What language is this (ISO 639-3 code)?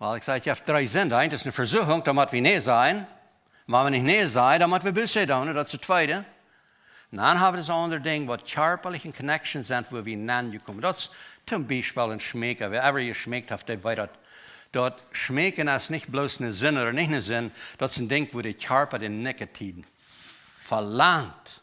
pdt